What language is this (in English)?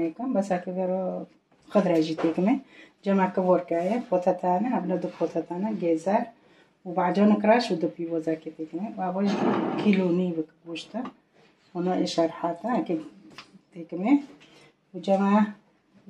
Kurdish